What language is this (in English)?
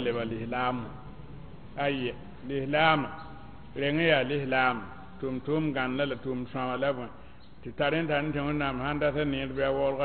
Mossi